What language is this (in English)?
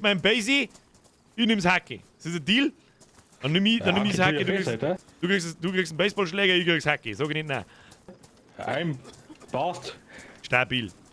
Bavarian